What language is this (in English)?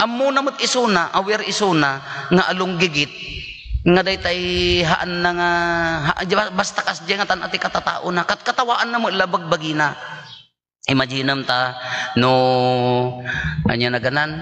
Iloko